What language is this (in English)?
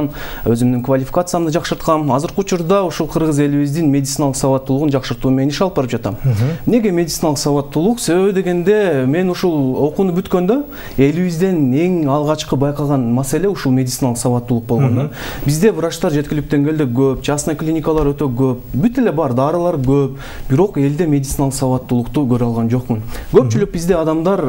Kyrgyz